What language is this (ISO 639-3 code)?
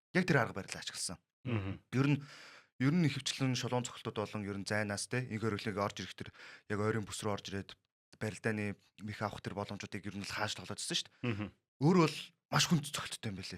mon